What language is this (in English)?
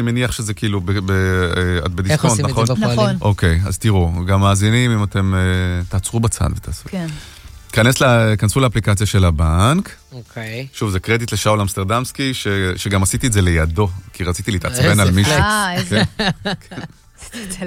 Hebrew